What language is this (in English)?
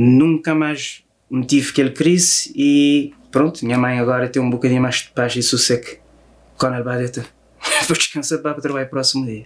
Kabuverdianu